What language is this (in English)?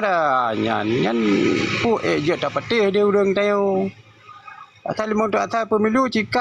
Achinese